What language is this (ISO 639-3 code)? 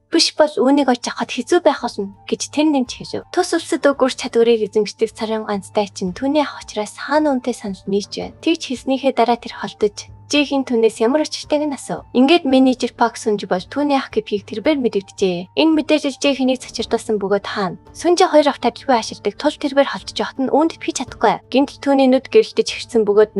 mon